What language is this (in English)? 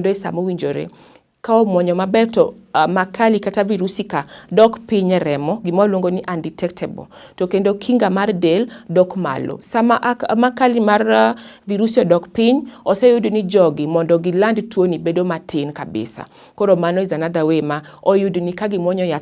Luo (Kenya and Tanzania)